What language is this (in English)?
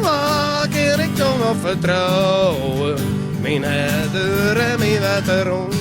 Western Frisian